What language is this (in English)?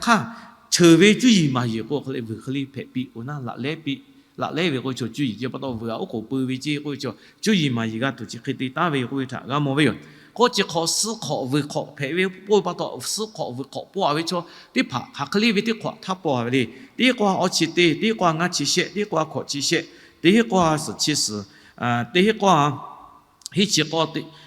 Lahu